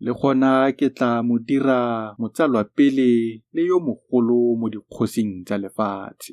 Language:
Tswana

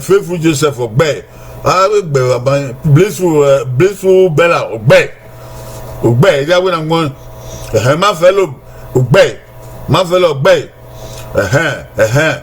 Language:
Bini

